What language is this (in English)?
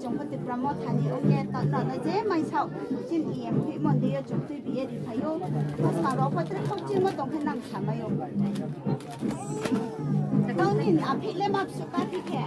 Riang (India)